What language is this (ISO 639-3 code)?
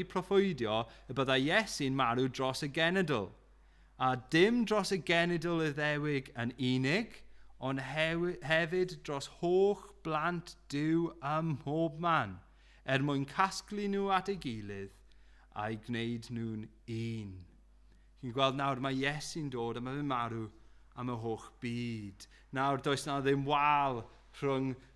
cym